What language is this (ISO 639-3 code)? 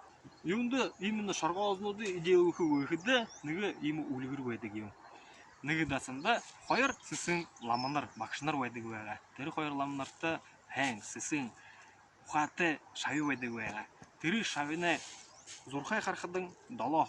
bua